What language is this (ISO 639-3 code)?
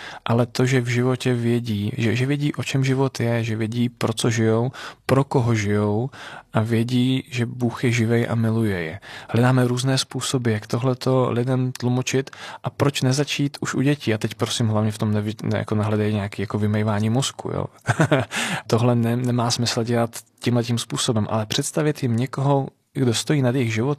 ces